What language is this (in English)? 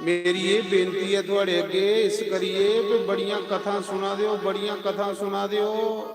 Dogri